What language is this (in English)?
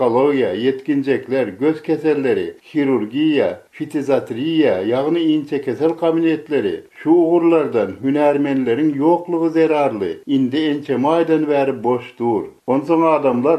Turkmen